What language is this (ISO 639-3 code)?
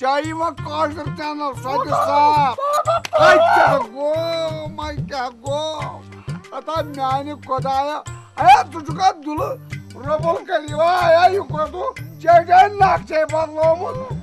kas